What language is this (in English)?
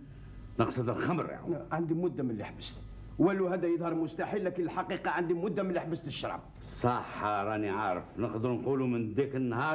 Algerian Arabic